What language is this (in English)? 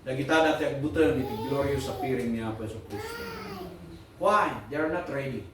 Iloko